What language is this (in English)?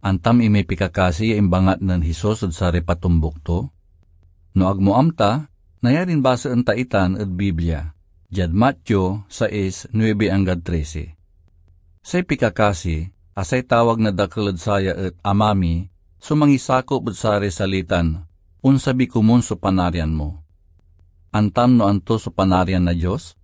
Pangasinan